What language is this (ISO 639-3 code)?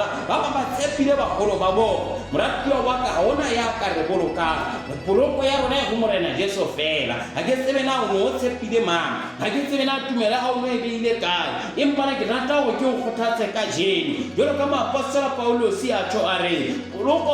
sot